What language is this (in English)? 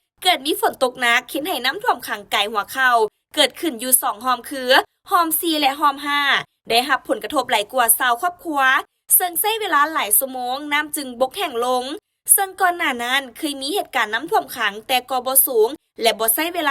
Lao